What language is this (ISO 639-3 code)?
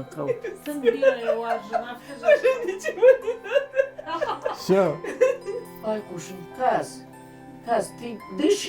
oss